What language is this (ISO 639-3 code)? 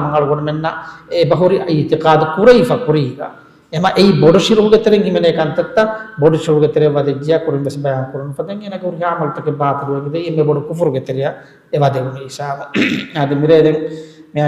div